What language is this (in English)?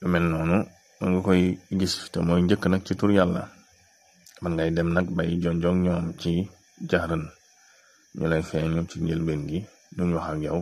Wolof